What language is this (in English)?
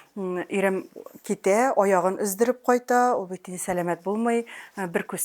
Tatar